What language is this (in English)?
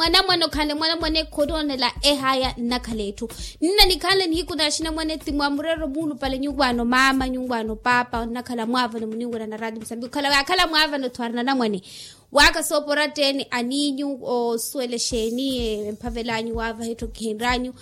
Makhuwa